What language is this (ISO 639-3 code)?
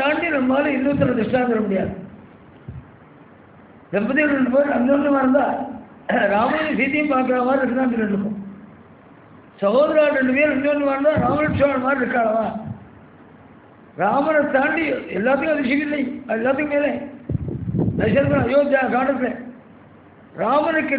tam